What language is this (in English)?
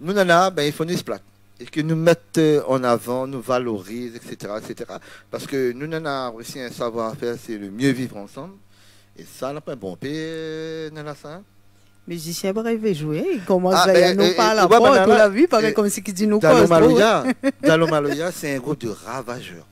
Réunion Creole French